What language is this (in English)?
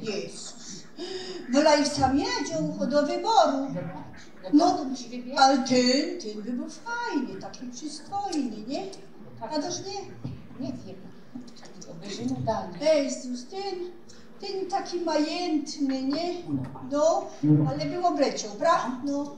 Silesian